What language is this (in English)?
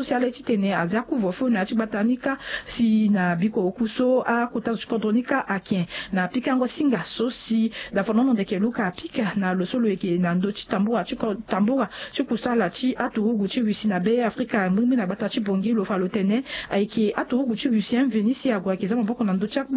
Sango